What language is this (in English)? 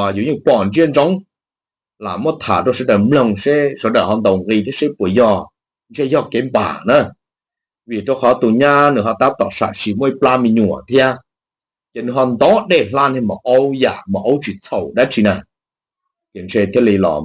Hmong